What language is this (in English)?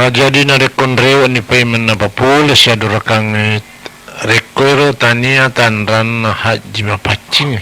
Buginese